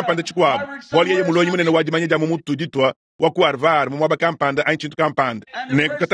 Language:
Luba-Lulua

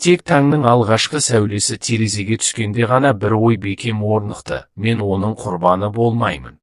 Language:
Kazakh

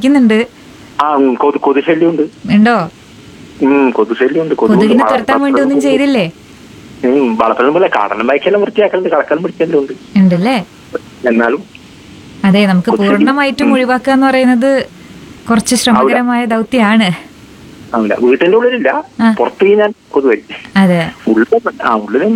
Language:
Malayalam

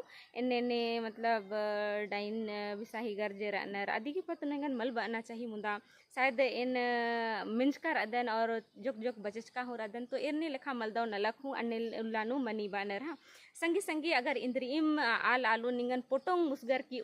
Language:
Kurukh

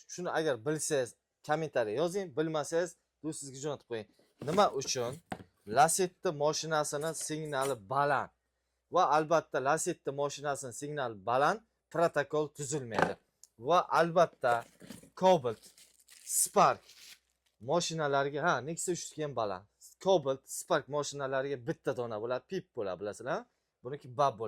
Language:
Uzbek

